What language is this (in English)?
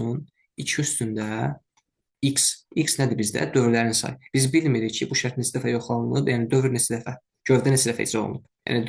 Azerbaijani